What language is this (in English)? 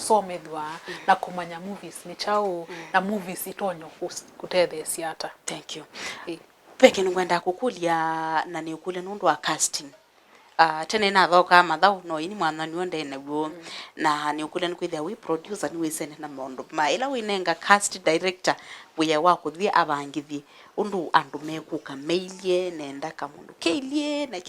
Kamba